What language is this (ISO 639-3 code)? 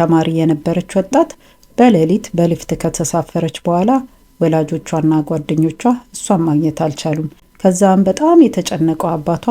amh